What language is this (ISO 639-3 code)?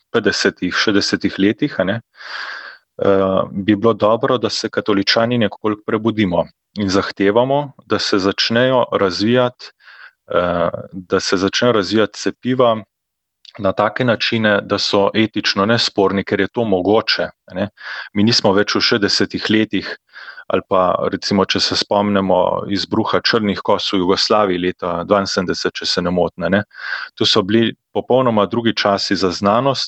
slv